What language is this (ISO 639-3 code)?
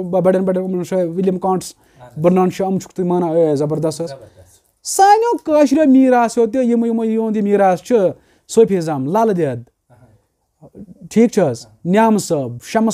kas